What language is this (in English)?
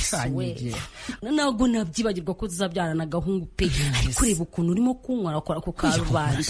Kinyarwanda